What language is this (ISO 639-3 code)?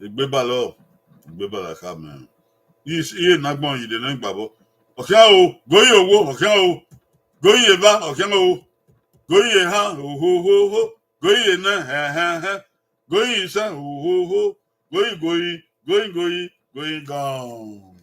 bin